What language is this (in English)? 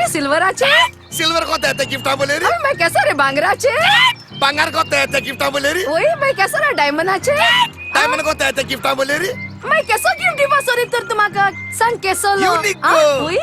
Konkani